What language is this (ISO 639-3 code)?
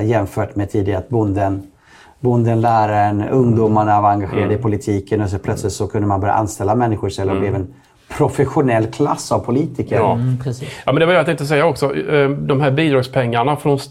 swe